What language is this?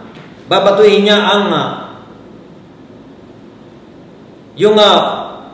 Filipino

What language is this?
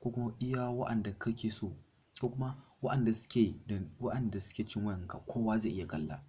Hausa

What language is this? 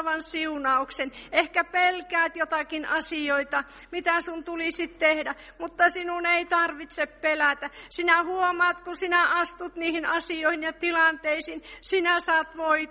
Finnish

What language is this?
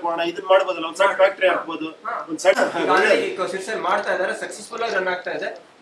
Kannada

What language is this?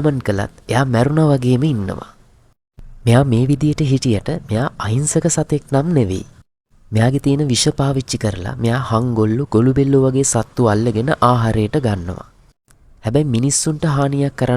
Sinhala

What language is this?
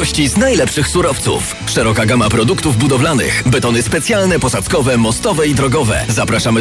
Polish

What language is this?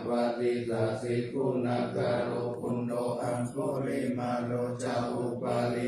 Pali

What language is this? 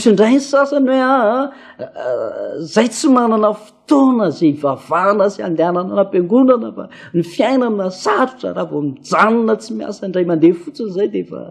Malagasy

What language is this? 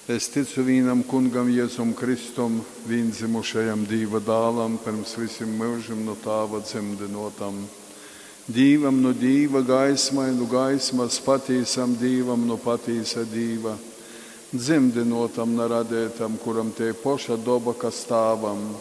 Latgalian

